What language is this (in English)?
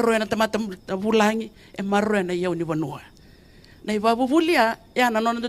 Fijian